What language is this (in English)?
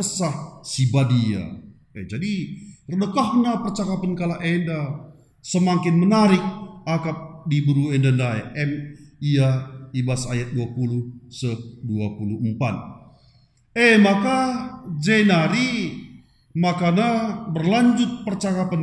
Batak Karo